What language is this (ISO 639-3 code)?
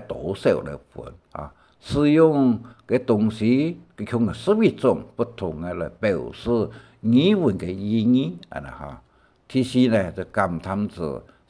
hak